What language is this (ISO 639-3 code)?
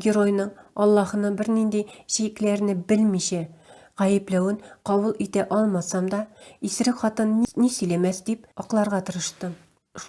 tat